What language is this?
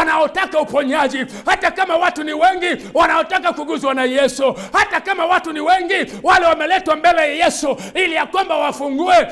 Swahili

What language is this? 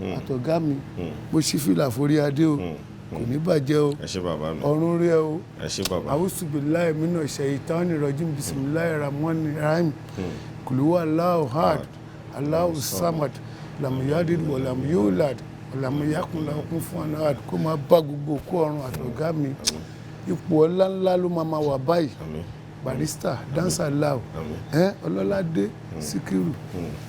Yoruba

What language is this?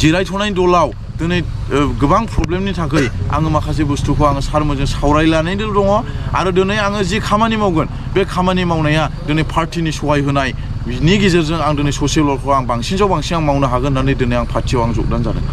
Bodo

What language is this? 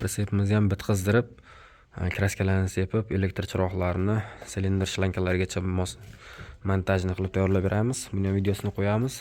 Uzbek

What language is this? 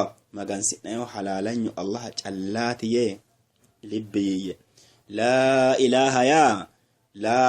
Sidamo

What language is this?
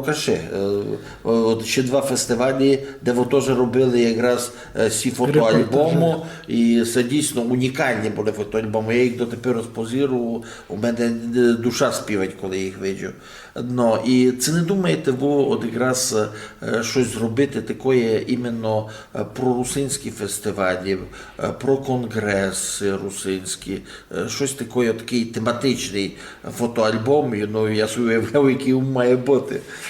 Rusyn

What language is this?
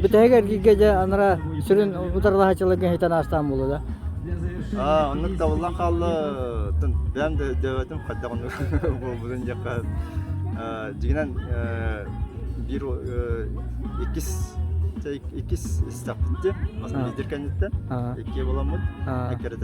Yakut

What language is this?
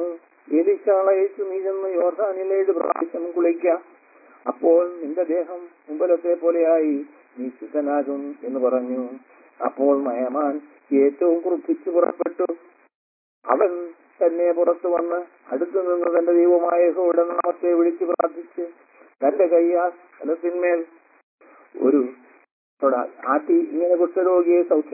Malayalam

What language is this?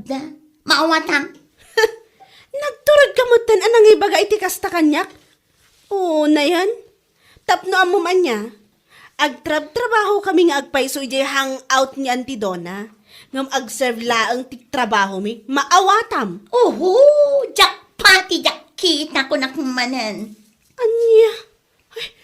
Iloko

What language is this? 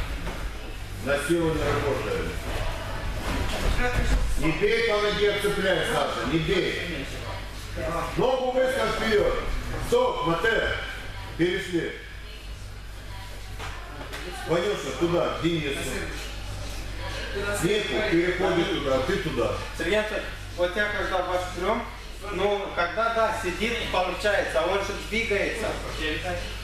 Russian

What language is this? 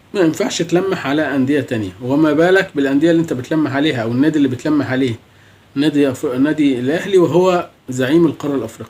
Egyptian Arabic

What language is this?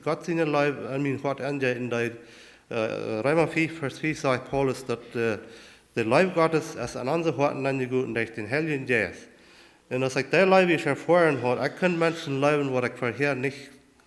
Plautdietsch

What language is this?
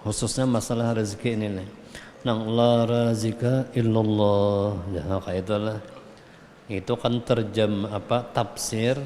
Banjar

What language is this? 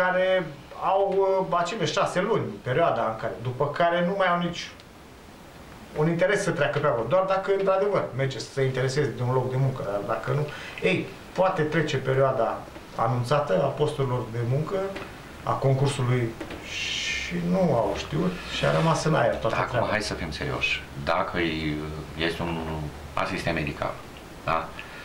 Romanian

